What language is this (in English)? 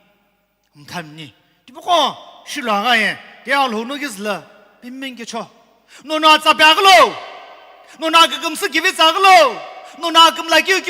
Sumi Naga